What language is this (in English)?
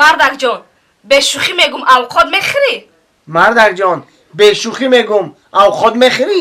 Tajik